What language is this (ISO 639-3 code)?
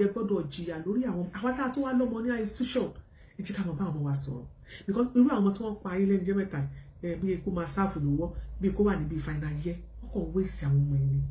yor